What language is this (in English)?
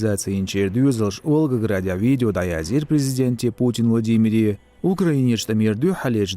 Chechen